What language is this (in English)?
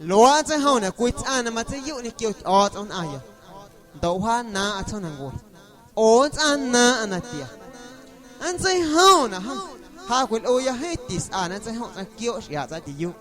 Guerrero Amuzgo